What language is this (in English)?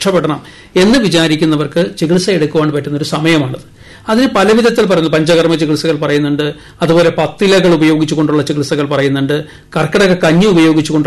Malayalam